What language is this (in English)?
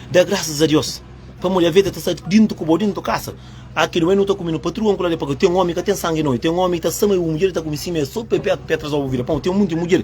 Kabuverdianu